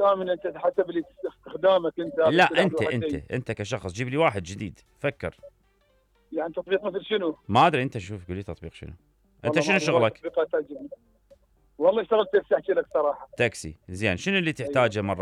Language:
Mesopotamian Arabic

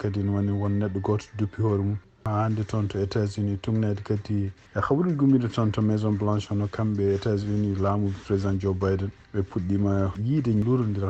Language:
Fula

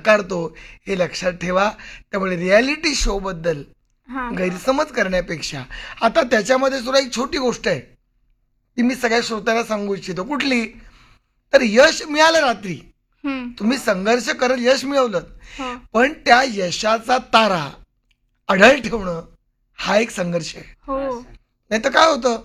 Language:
Marathi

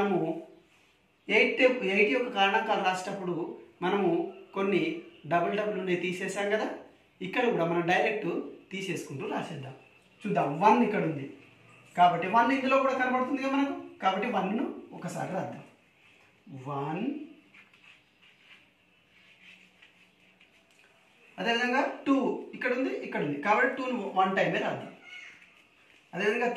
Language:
Telugu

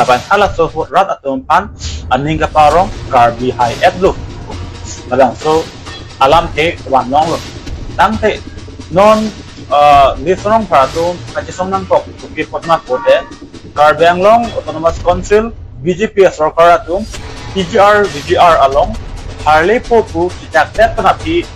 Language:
Karbi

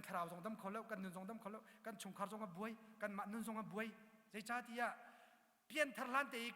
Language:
Hakha Chin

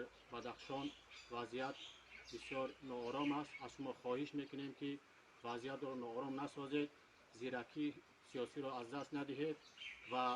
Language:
Tajik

